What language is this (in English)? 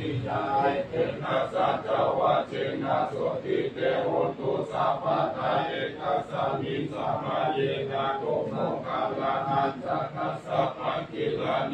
Pali